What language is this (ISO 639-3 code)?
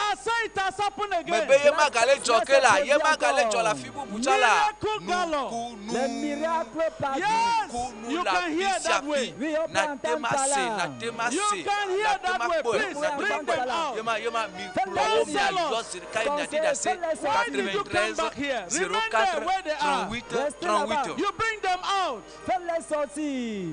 ewe